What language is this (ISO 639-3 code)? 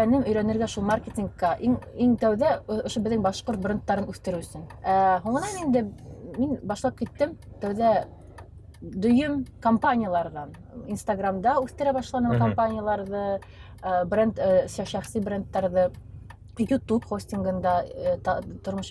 bak